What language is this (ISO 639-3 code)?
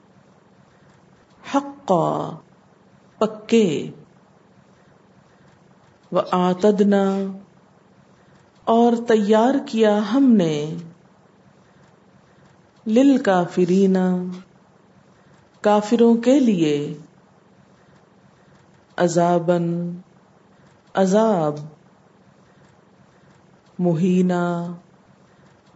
urd